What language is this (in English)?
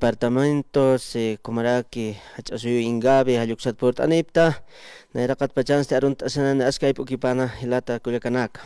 Aymara